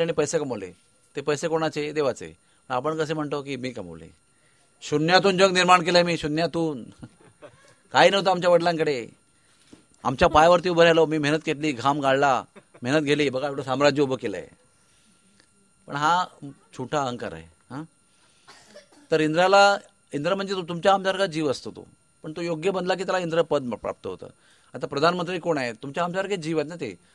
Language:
Marathi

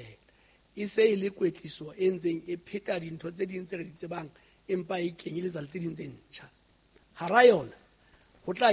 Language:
Southern Sotho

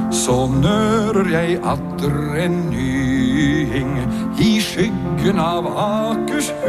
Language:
Norwegian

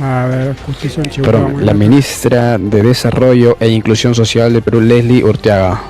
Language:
Ayacucho Quechua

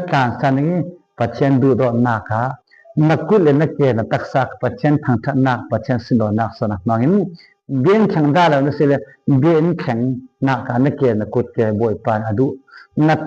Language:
Falam Chin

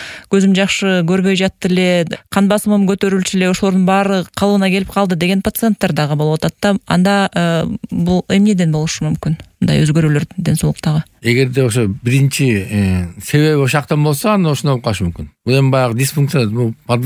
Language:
Kyrgyz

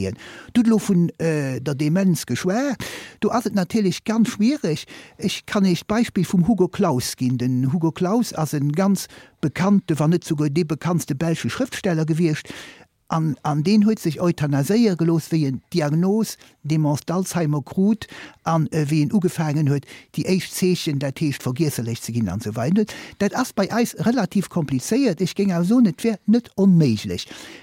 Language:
Luxembourgish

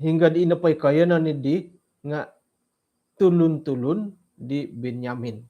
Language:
Central Dusun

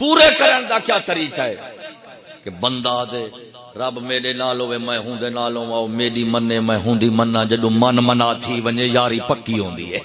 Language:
Saraiki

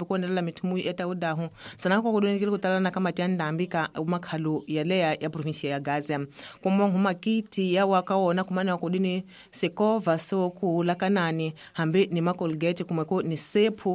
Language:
Tsonga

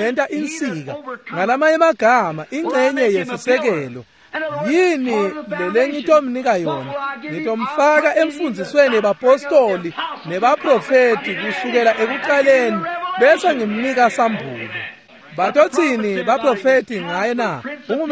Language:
Swati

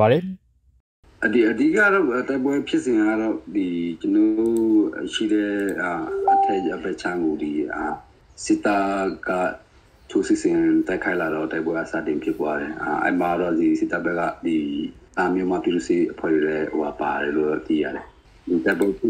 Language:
Burmese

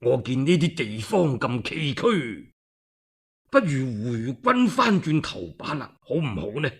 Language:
Cantonese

